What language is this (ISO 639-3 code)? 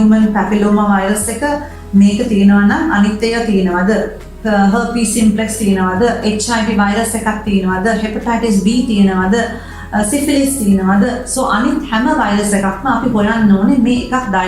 sin